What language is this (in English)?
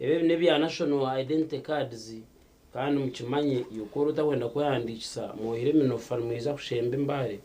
Nyankole